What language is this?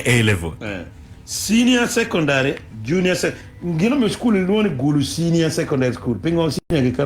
Acoli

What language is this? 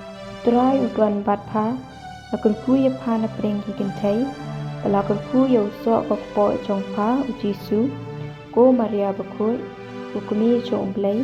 Khasi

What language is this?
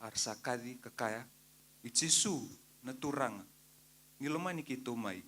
Fijian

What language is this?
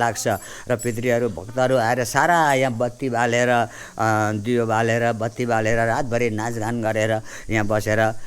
Nepali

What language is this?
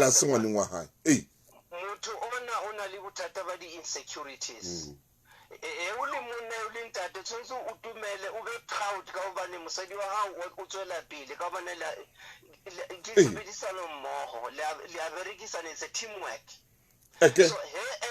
Southern Sotho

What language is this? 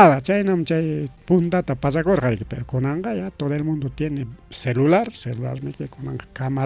Ayacucho Quechua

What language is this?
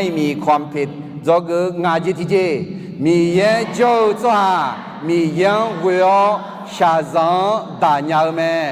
Akha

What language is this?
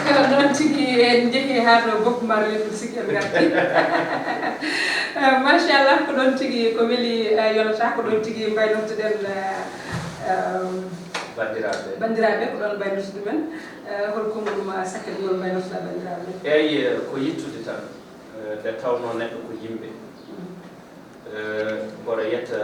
Fula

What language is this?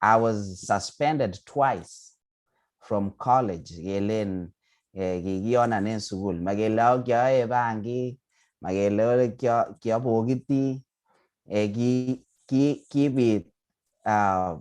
Kalenjin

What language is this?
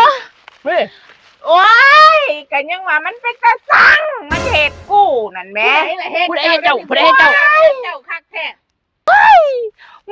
Northeastern Thai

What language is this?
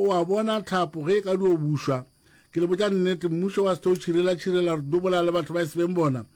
Northern Sotho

